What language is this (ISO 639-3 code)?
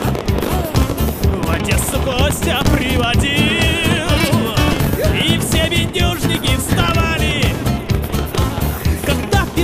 rus